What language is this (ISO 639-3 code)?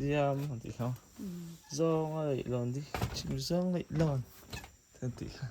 lus